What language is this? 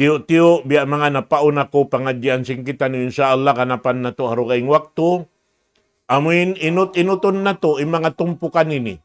Tausug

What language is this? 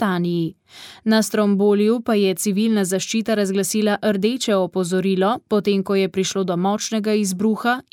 Slovenian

